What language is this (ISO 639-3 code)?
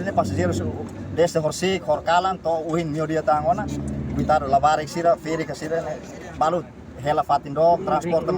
tet